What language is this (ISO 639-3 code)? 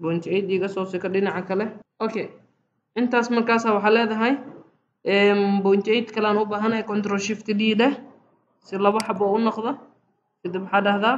som